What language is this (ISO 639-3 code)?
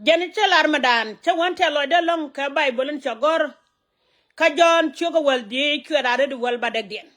nus